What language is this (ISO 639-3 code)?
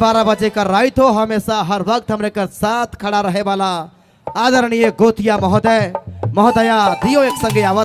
sck